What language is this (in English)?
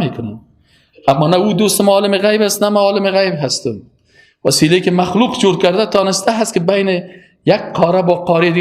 Persian